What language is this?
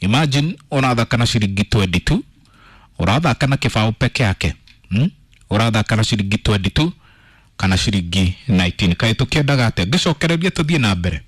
Kikuyu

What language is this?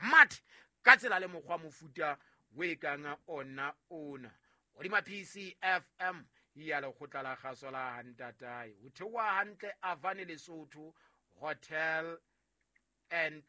Southern Sotho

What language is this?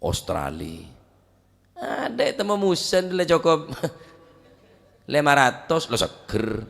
Madurese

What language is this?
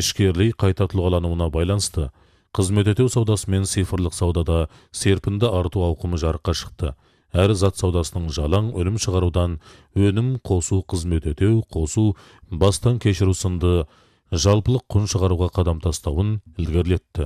Kazakh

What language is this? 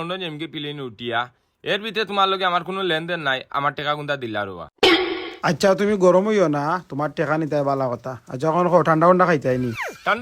Sylheti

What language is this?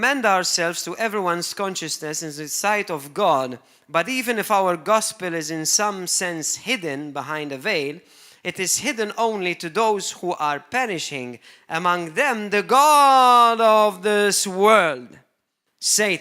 English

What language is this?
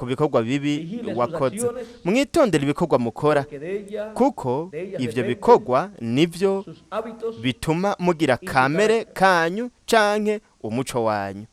Rundi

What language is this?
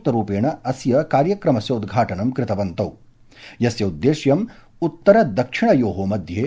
Sanskrit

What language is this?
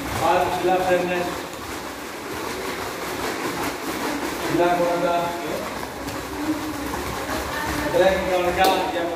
Greek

